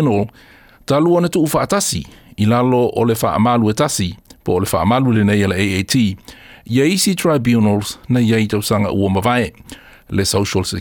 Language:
Samoan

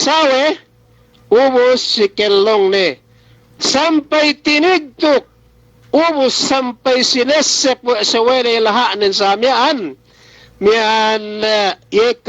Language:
Yakan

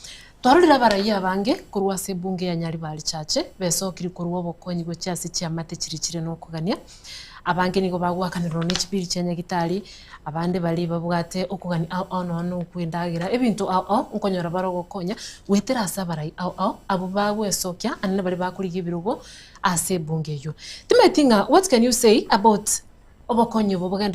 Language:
Gusii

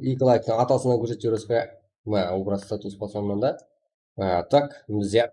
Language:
Kara-Kalpak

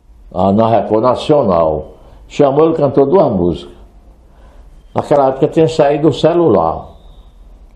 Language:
Portuguese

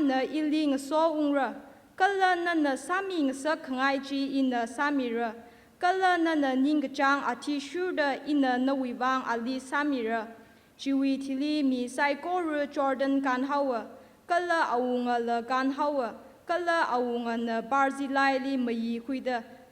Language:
Tangkhul Naga (India)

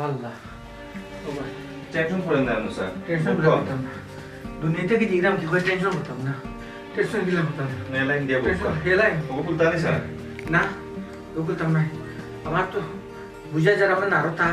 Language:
Sylheti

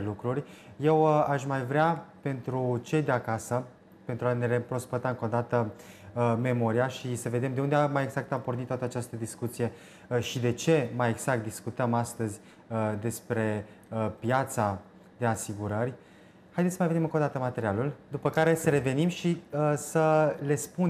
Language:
Romanian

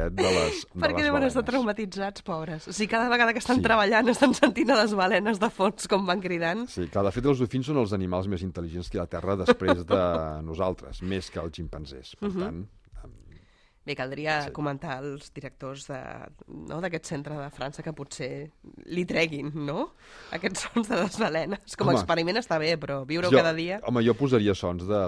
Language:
Catalan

